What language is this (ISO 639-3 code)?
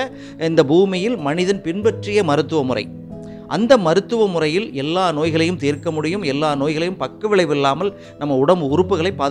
tam